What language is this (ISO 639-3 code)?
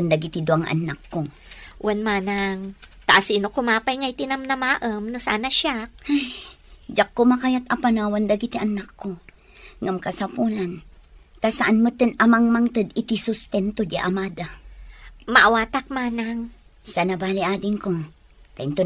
ilo